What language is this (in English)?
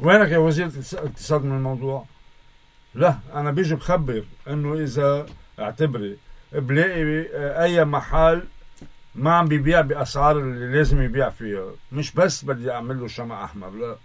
North Levantine Arabic